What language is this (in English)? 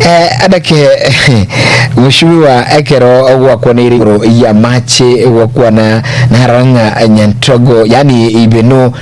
Gusii